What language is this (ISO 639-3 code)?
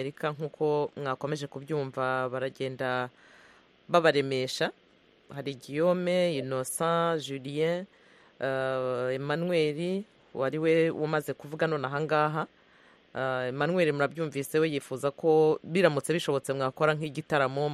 kin